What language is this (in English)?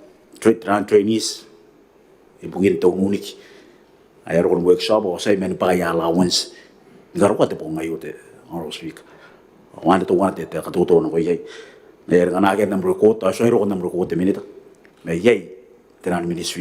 Gilbertese